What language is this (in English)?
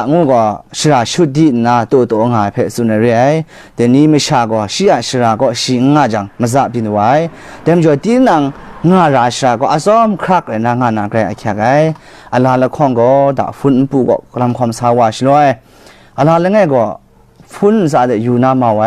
Kachin